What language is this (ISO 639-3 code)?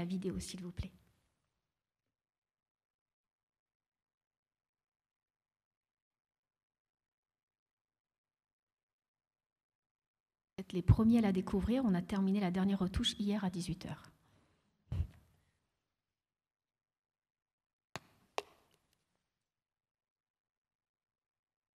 fra